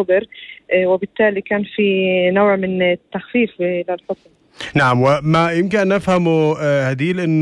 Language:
North Levantine Arabic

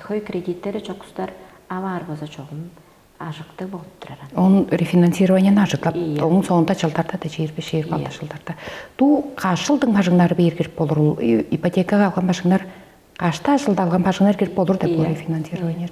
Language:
Tuvinian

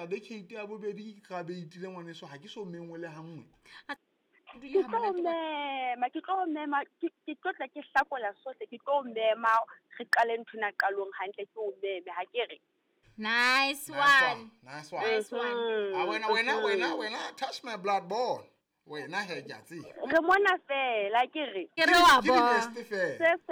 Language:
Southern Sotho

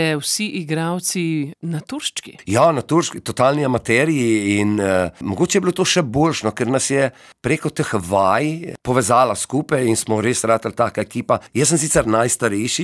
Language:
Slovenian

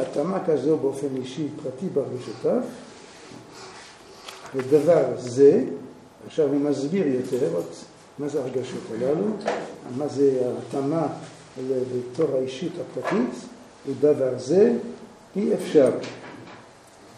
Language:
Hebrew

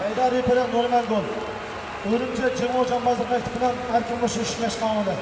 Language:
Uyghur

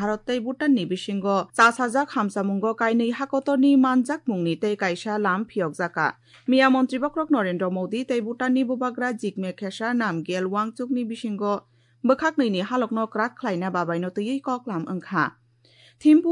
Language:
Kok Borok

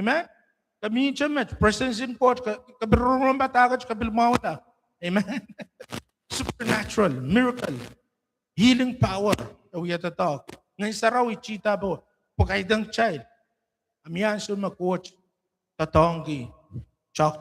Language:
Pohnpeian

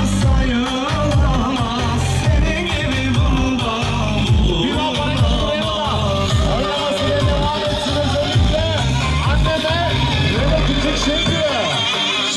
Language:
Turkish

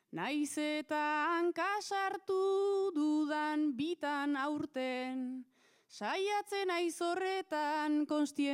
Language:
Basque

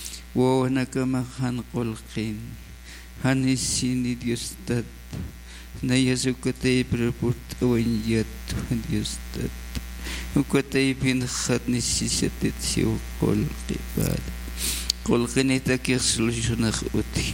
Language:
Aymara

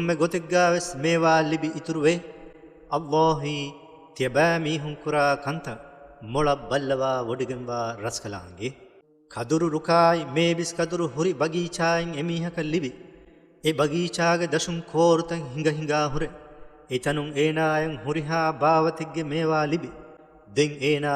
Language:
Divehi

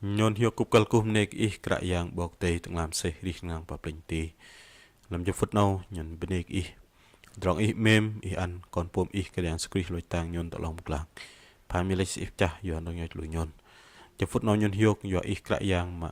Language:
Bahnar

